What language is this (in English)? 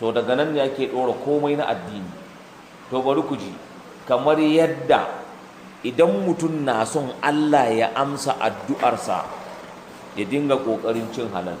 Hausa